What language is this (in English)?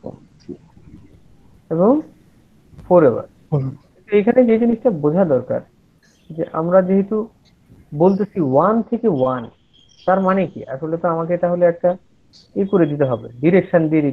Bangla